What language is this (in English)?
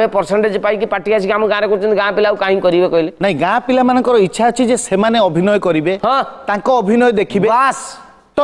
Odia